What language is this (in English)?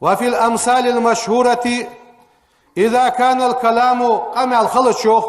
Ingush